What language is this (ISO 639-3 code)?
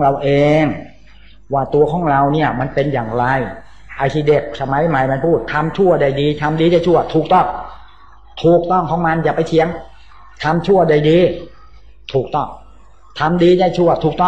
tha